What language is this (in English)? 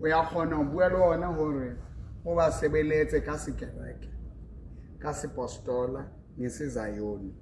Southern Sotho